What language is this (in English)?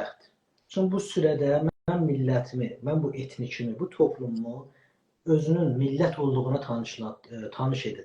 South Azerbaijani